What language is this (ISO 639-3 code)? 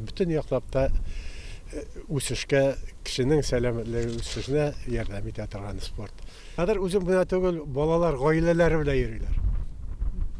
tat